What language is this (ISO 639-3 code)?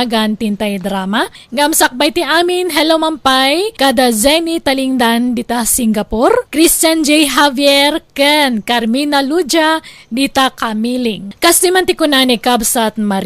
ilo